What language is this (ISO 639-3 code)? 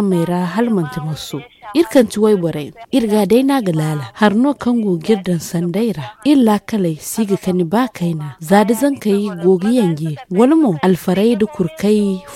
dje